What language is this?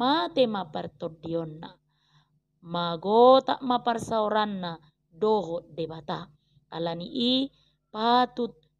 Batak Toba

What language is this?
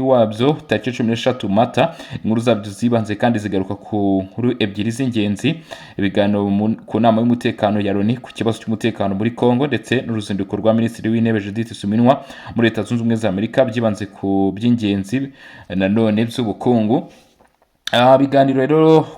Kinyarwanda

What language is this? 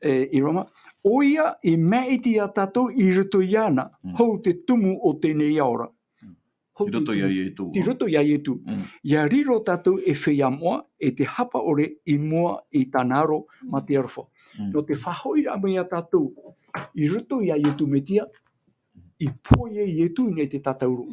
Tahitian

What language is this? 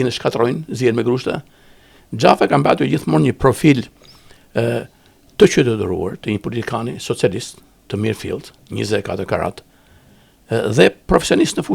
Albanian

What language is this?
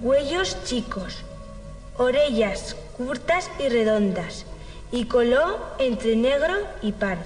Aragonese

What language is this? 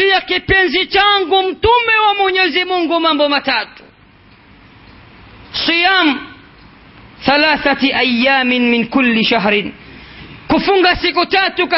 Swahili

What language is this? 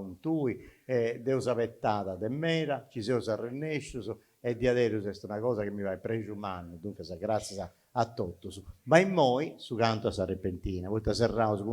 Sardinian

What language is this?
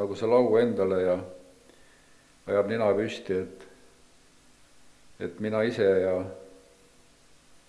Estonian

